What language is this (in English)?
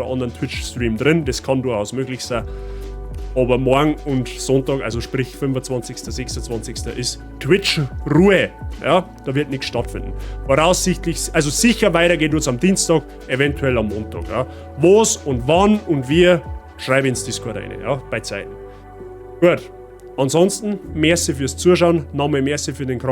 Bavarian